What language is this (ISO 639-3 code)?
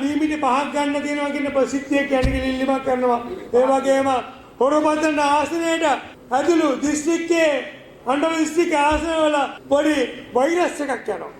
sin